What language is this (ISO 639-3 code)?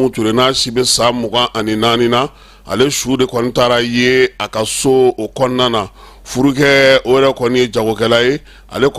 bam